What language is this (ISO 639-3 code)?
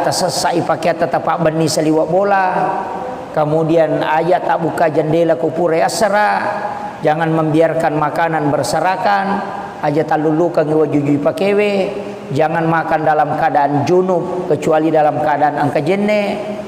bug